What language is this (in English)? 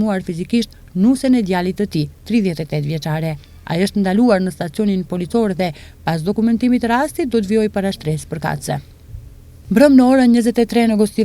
Albanian